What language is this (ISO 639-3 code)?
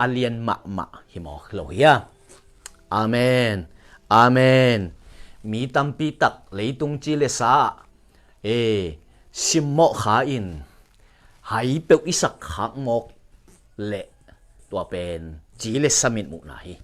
ctd